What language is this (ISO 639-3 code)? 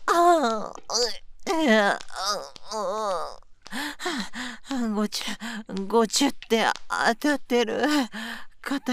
jpn